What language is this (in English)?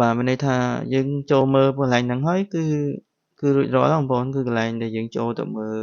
Khmer